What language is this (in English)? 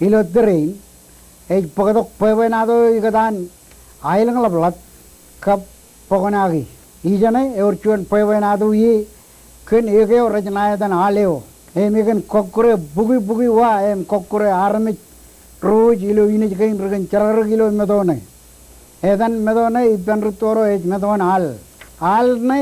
Marshallese